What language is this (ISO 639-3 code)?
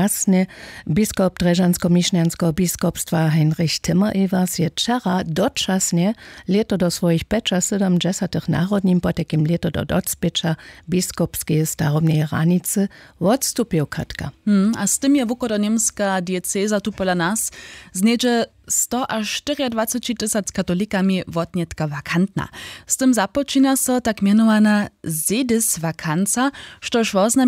hsb